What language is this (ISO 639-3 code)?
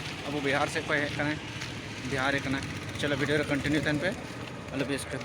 sat